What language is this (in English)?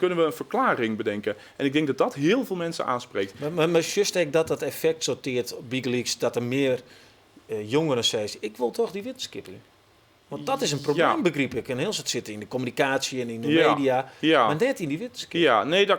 Western Frisian